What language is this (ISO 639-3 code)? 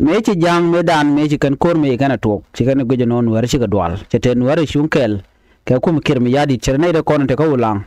nus